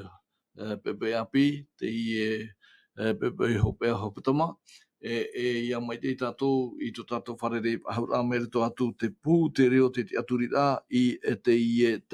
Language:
Tahitian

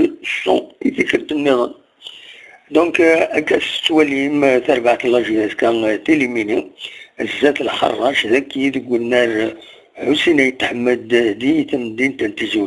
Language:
Kabyle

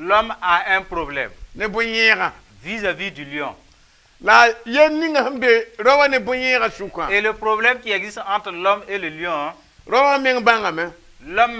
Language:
Mossi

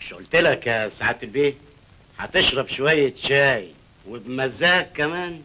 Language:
Egyptian Arabic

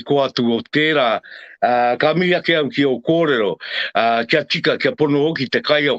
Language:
Māori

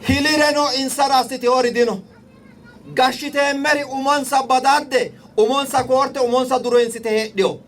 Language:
Sidamo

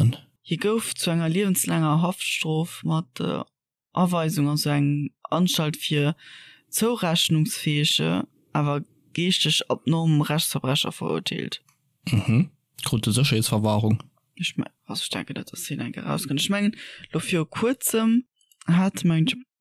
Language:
Luxembourgish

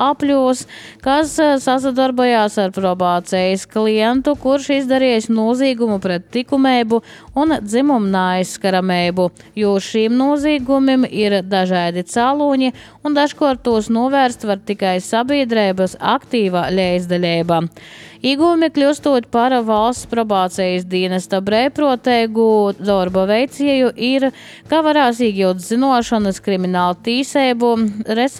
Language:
Latvian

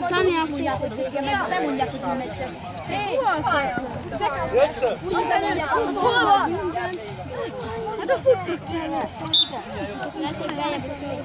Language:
Hungarian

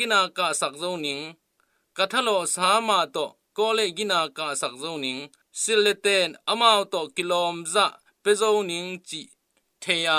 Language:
Tedim Chin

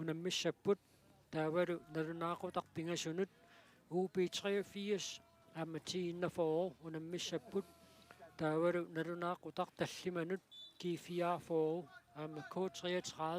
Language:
Kalaallisut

